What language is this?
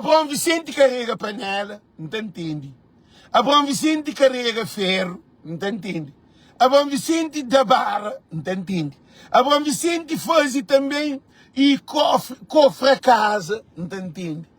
Kabuverdianu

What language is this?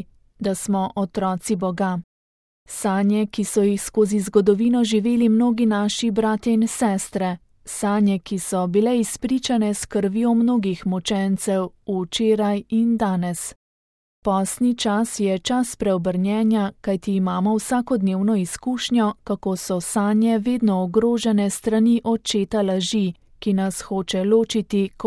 Slovenian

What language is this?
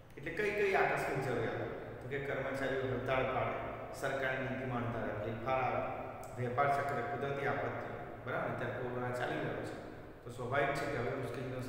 Gujarati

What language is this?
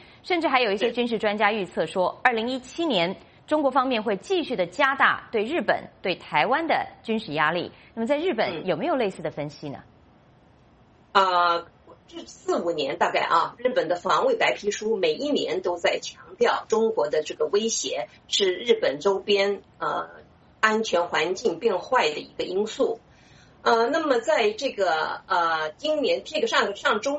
Chinese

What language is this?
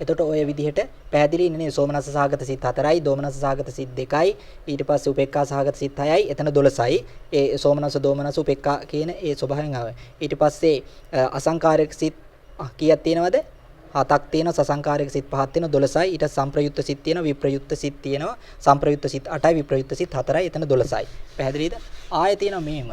Sinhala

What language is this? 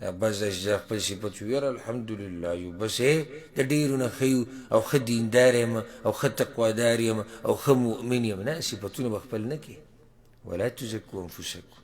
Pashto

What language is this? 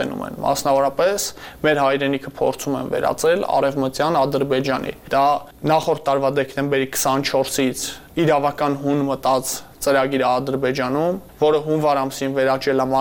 Armenian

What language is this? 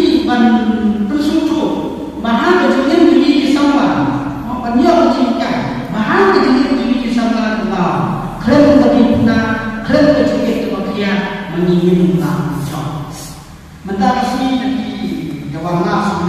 Khasi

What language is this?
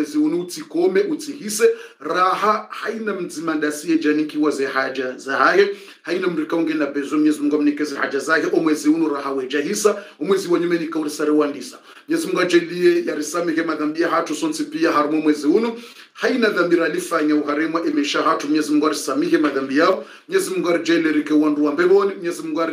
Swahili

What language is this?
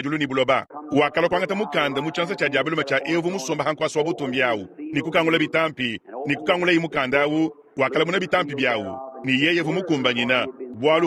Luba-Lulua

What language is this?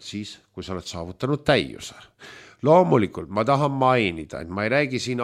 Estonian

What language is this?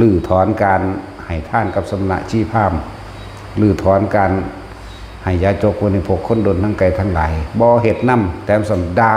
Northeastern Thai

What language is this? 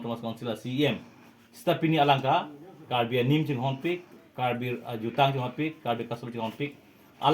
Karbi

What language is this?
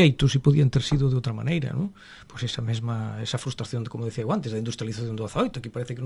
Galician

